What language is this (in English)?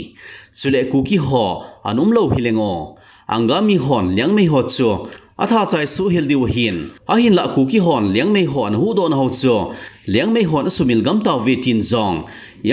Thado Chin